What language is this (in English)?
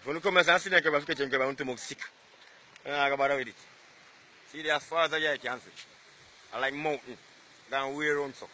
Jamaican Creole English